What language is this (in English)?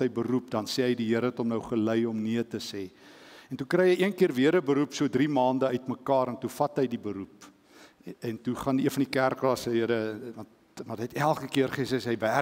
Afrikaans